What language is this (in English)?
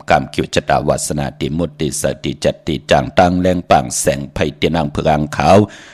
Shan